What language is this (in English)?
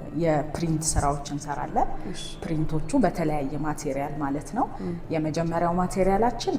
Amharic